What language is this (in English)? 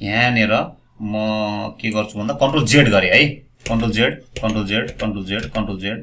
Nepali